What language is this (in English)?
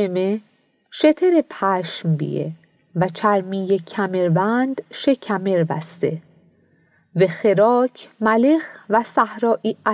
Mazanderani